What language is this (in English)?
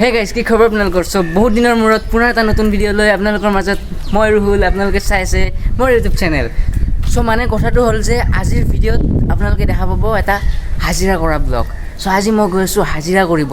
Assamese